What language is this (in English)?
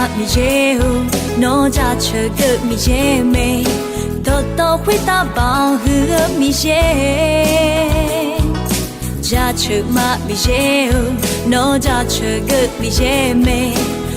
Akha